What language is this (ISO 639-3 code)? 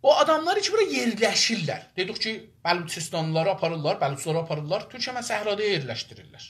azb